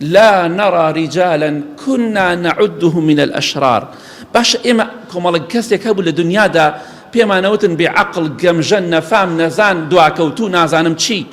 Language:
Central Kurdish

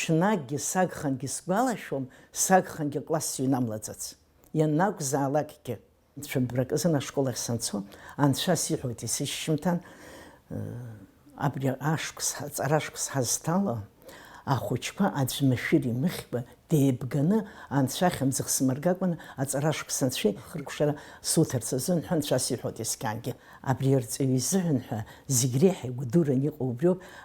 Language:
Abkhazian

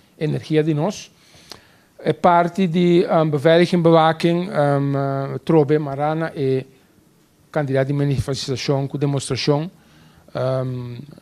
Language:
Papiamento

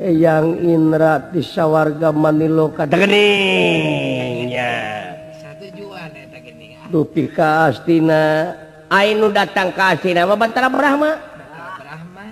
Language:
Sundanese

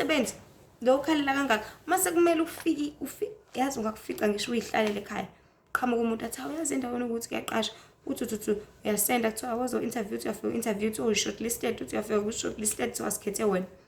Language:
Zulu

